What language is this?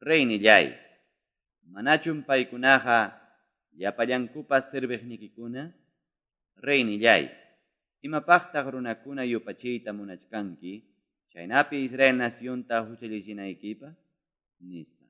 Quechua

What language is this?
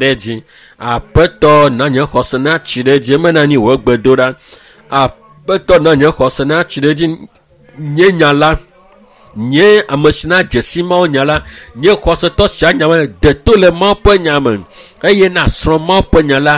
Ewe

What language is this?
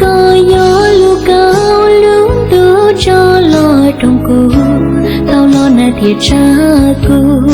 Hmong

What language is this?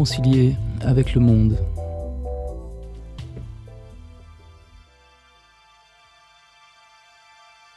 French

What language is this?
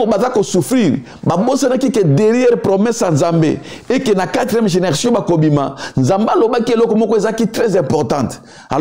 Lingala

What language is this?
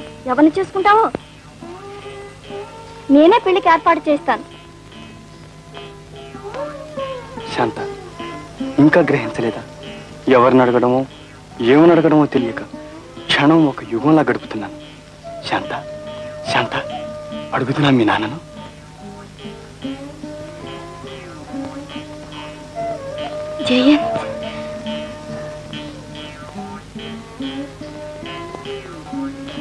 Telugu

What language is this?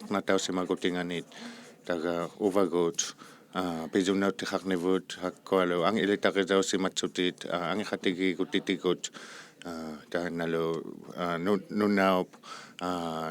Inuktitut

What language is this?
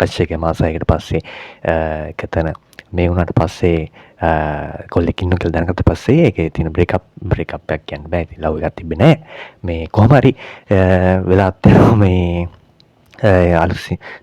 Sinhala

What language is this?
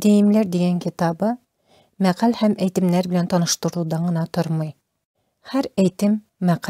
Tatar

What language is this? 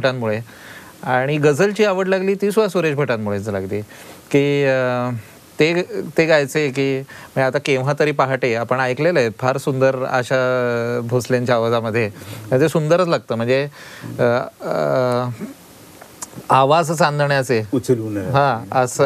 Marathi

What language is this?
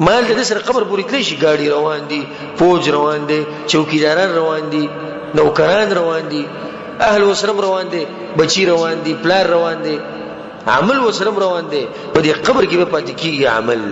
Pashto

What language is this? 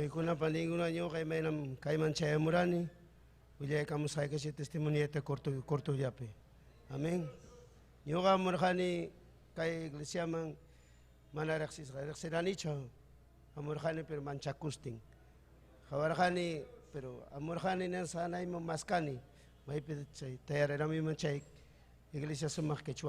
Ayacucho Quechua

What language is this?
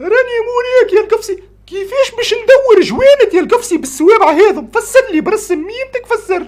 Tunisian Arabic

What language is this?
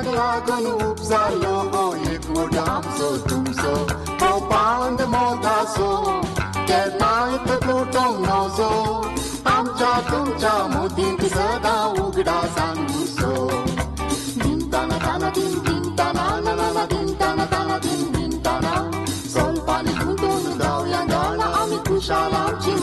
Konkani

